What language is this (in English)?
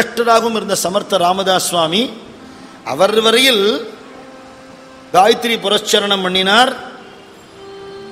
Tamil